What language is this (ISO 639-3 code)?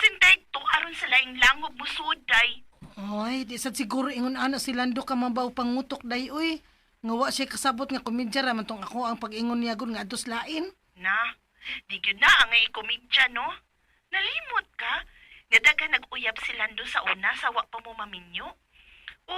ceb